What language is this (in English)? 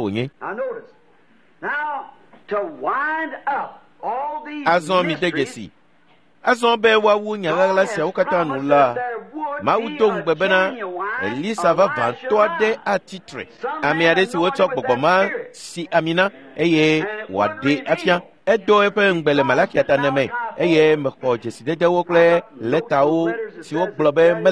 Ewe